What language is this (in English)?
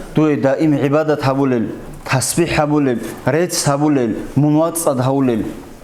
Avaric